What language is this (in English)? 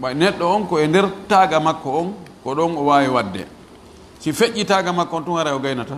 Fula